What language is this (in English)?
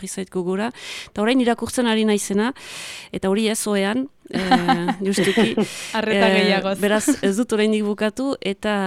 Basque